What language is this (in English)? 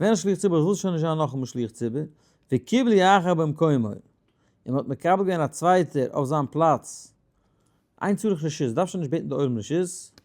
Yiddish